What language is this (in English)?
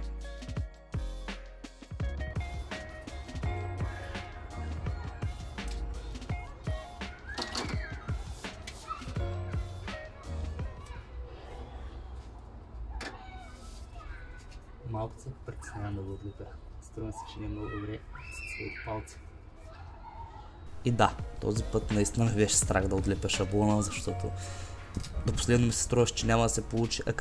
Bulgarian